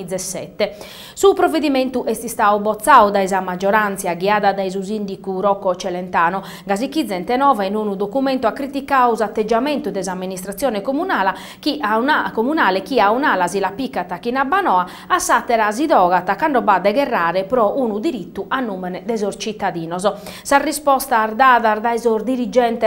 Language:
Sardinian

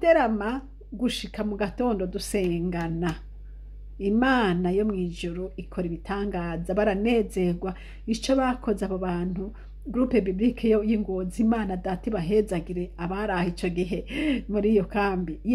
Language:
Rundi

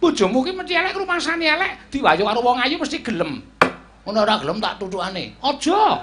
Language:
Javanese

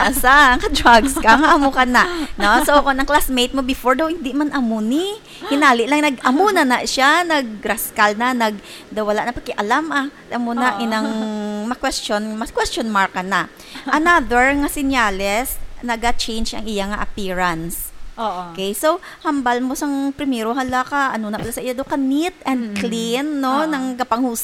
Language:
Hiligaynon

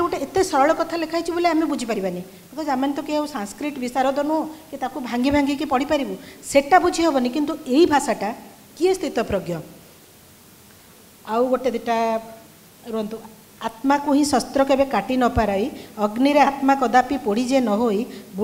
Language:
Odia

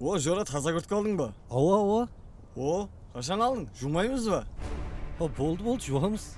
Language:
Kara-Kalpak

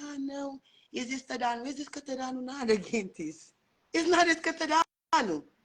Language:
Kabuverdianu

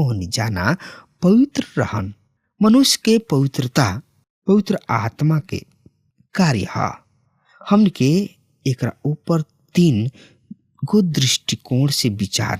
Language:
Bhojpuri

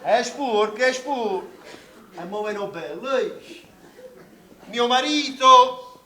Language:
Neapolitan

